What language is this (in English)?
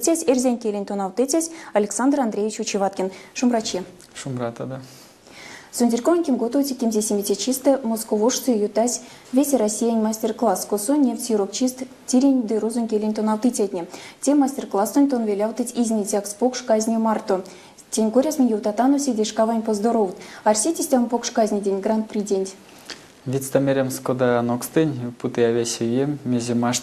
Erzya